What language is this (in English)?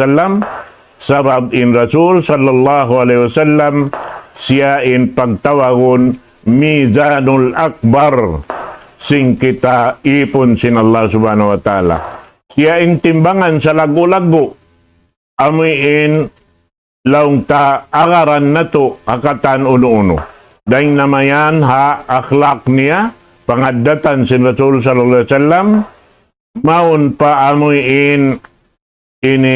Tausug